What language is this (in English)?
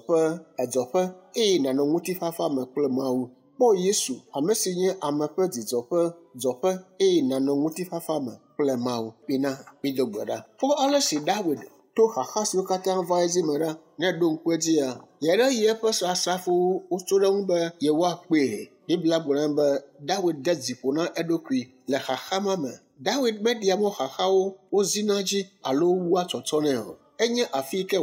Ewe